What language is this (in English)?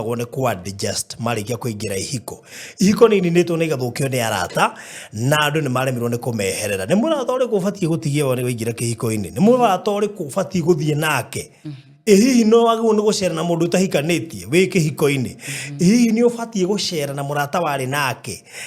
Kikuyu